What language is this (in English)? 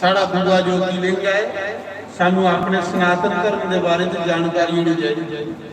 Dogri